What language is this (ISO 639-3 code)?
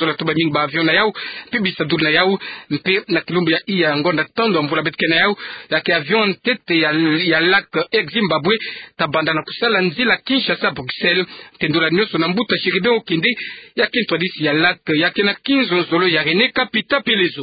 ktu